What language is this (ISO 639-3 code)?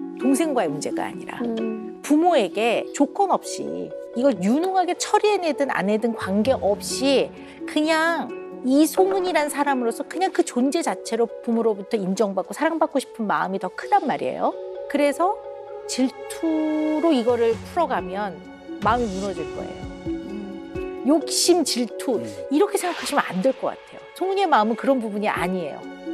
kor